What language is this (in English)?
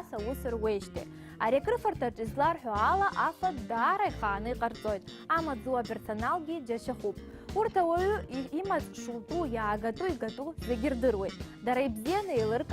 Abkhazian